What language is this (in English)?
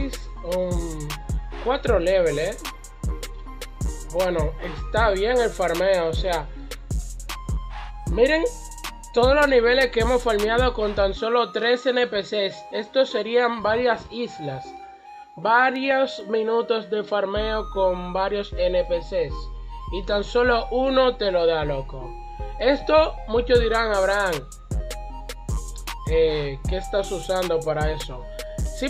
Spanish